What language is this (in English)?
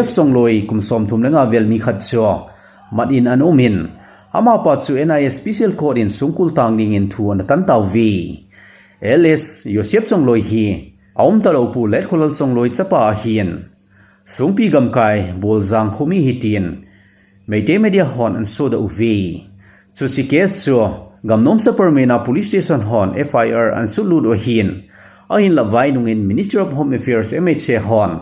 Thado Chin